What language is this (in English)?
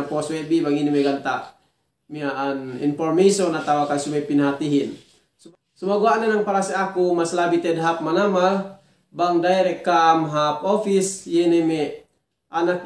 Yakan